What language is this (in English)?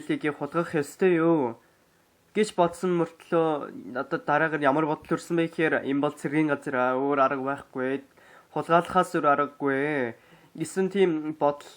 Mongolian